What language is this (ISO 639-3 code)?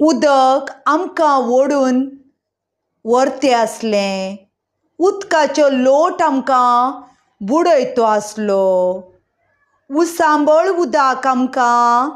kok